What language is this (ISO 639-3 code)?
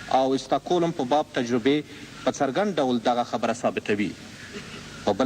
pus